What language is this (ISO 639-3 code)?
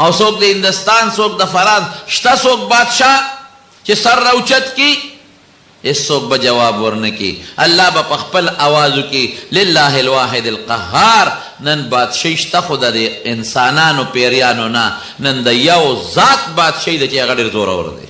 pus